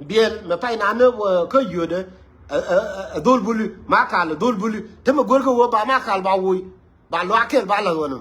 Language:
Nuer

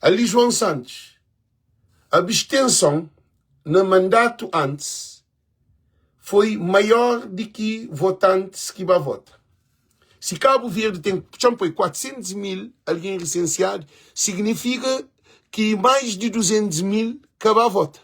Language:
Kabuverdianu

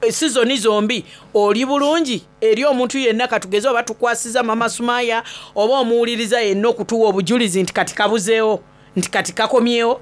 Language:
Soga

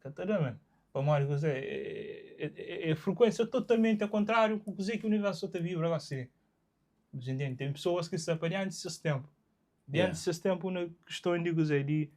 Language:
Kabuverdianu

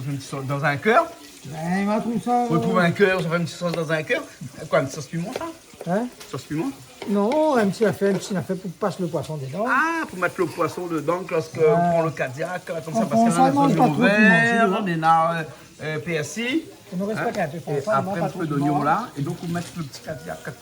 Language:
Réunion Creole French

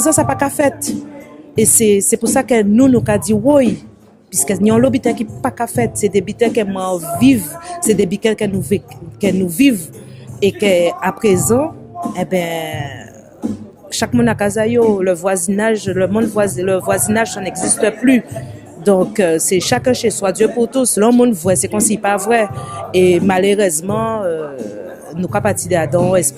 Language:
Guadeloupean Creole French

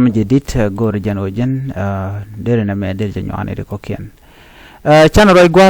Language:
Nuer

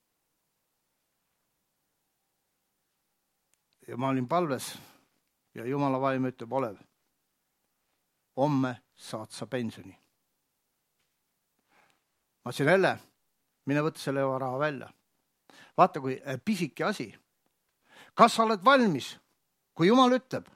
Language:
Estonian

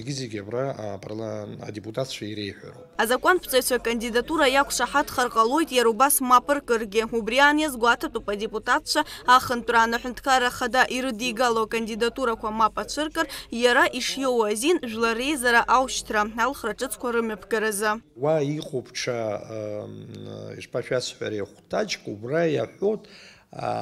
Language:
Abkhazian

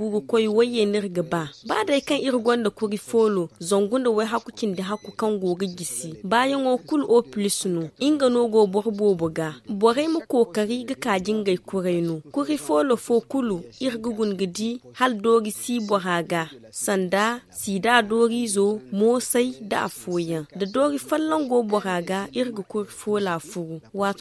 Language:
Zarma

